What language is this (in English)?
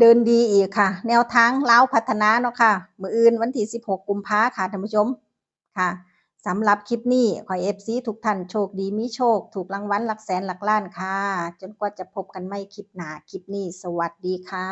Northeastern Thai